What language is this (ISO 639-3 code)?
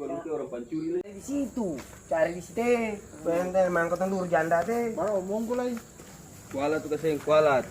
abs